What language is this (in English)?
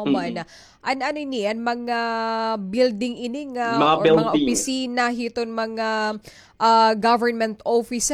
Waray